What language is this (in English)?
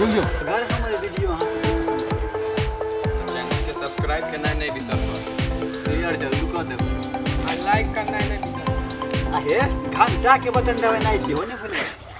Maithili